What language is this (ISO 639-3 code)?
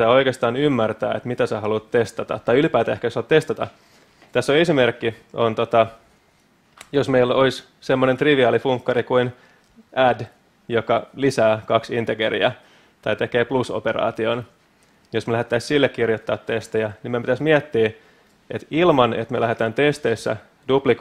fin